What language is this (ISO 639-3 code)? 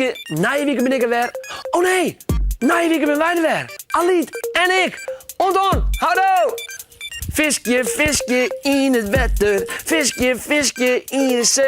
fry